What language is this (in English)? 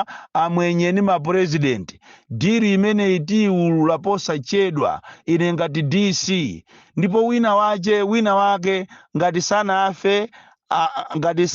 Nyanja